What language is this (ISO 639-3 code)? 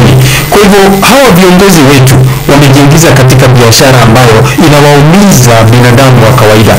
swa